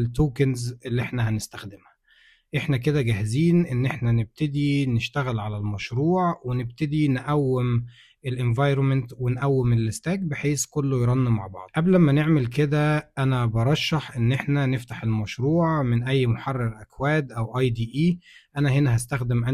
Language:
Egyptian Arabic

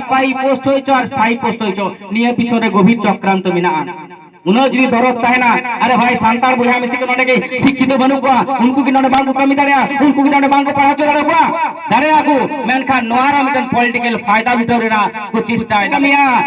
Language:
Santali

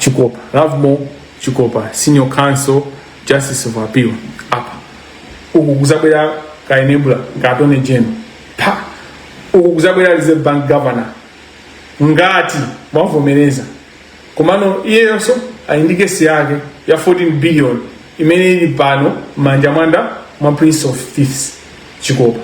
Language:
Nyanja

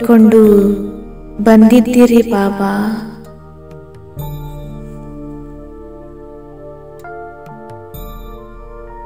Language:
Kannada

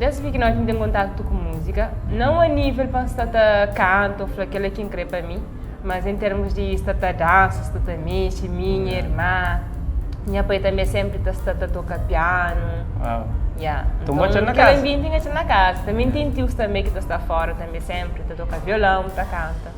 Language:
Kabuverdianu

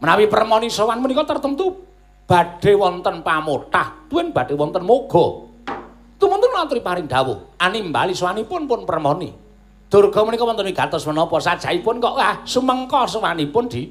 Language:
Javanese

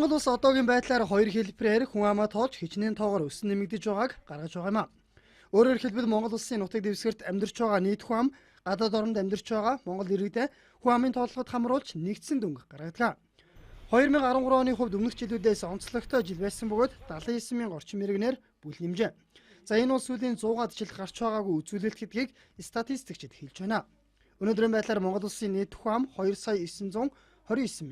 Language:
Mongolian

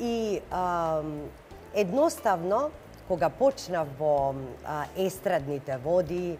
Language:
Macedonian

